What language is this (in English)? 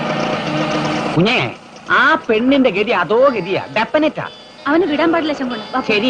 Malayalam